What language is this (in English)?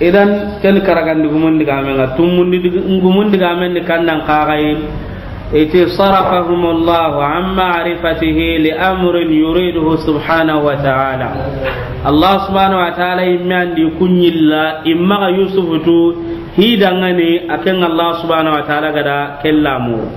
Soninke